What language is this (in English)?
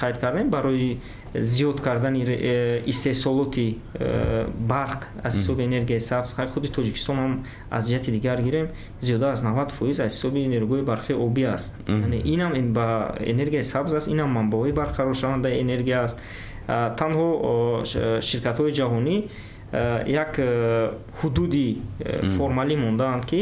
Tajik